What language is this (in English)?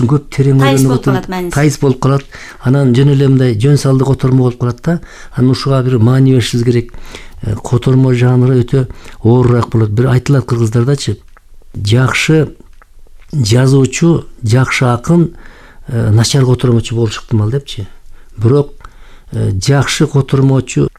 Kyrgyz